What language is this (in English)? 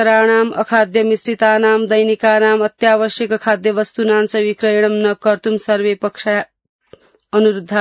Sanskrit